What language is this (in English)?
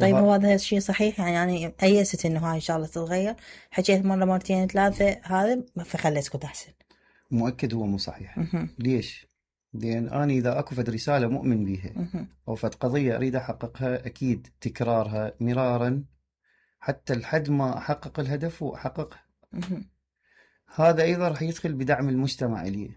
Mesopotamian Arabic